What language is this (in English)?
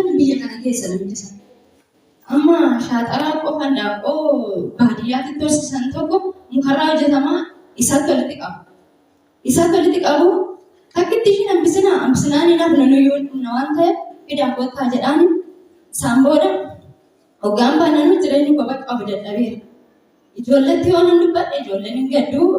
Oromo